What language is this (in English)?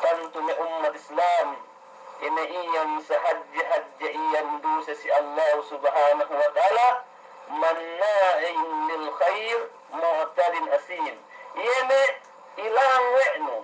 Yakan